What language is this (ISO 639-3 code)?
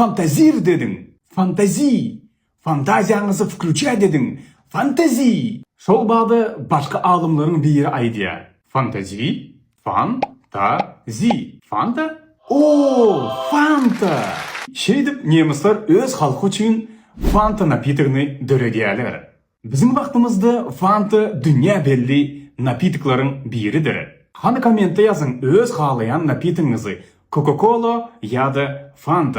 tuk